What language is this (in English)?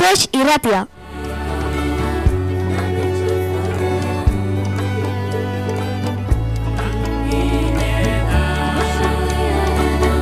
Basque